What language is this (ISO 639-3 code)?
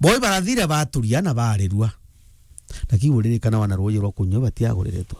mer